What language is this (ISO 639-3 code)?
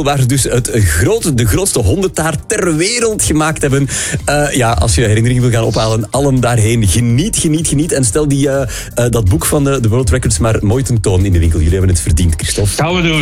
nld